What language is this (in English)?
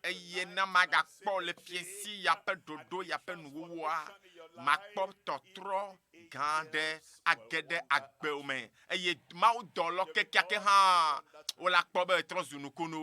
Ewe